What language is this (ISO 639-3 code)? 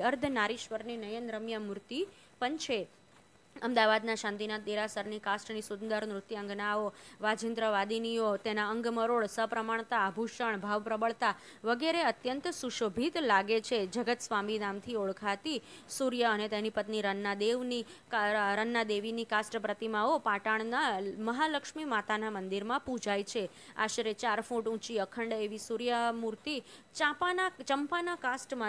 guj